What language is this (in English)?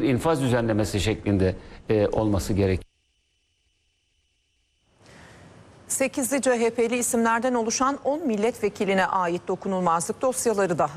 Turkish